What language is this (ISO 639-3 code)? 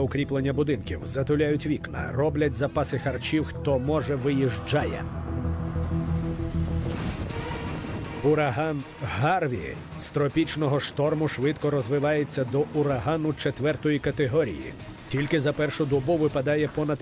ukr